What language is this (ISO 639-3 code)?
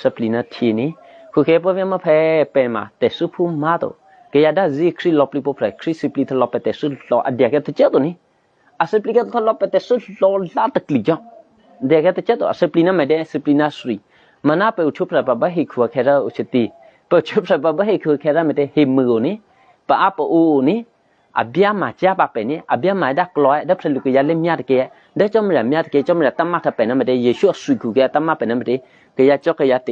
eky